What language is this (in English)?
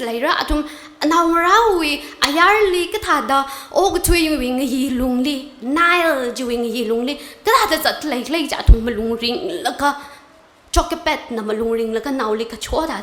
Tangkhul Naga (India)